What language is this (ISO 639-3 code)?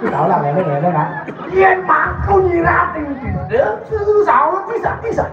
ban